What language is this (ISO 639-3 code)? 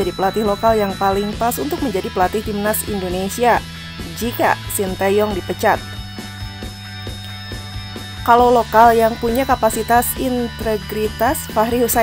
ind